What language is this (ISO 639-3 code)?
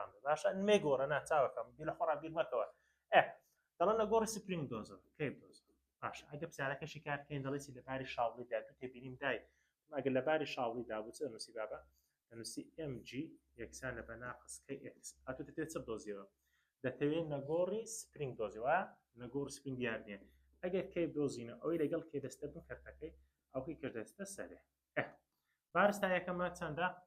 ckb